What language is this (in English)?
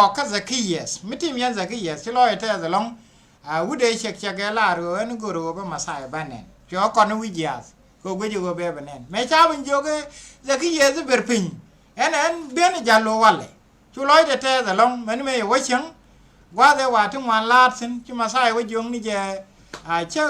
Nuer